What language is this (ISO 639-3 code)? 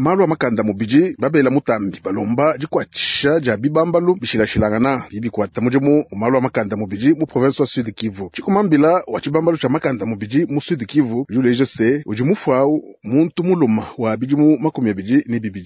lua